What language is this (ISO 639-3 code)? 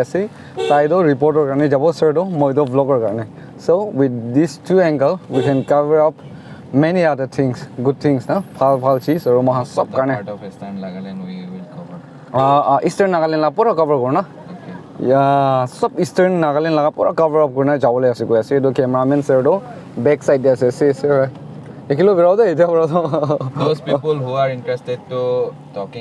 nag